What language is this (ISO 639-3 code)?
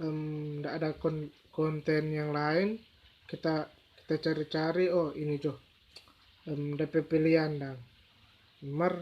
xmm